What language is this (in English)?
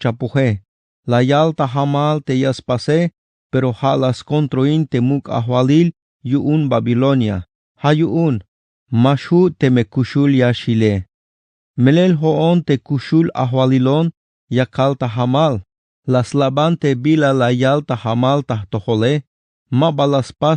Tzeltal